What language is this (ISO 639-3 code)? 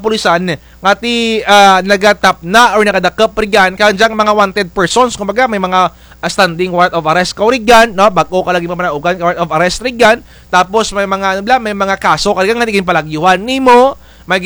krj